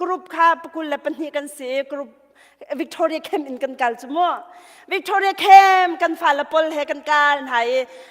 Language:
Hakha Chin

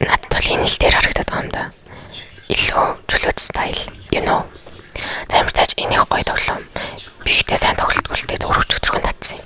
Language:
Mongolian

